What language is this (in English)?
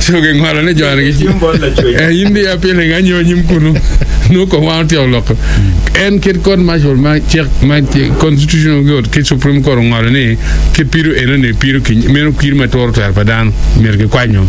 Acoli